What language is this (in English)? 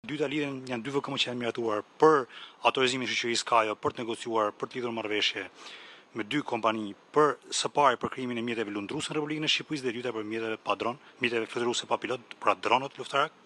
Albanian